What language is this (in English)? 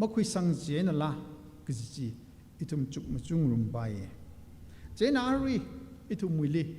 Tangkhul Naga (India)